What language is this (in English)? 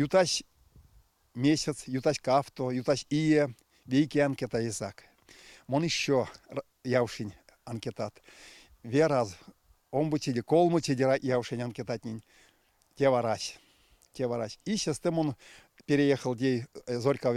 Erzya